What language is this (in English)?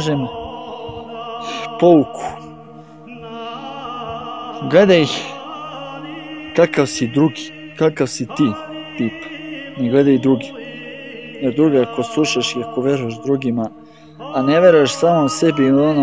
Serbian